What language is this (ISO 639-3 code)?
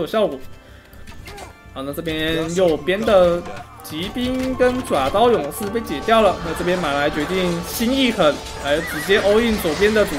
zho